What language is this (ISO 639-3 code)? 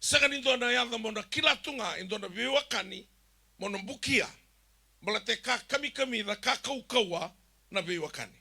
fij